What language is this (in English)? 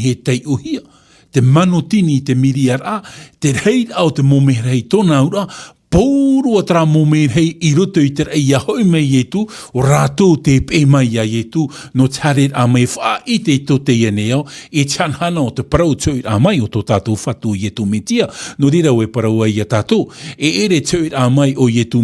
Tahitian